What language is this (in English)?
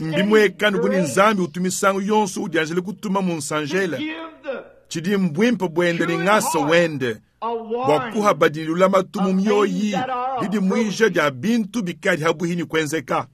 Luba-Lulua